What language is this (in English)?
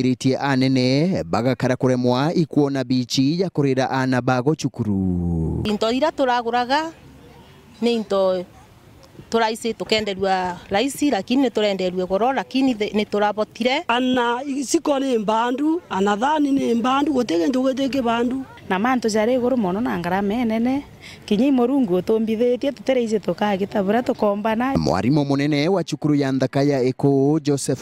Meru